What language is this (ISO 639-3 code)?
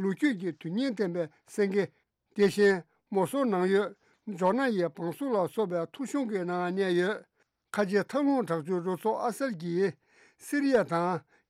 bod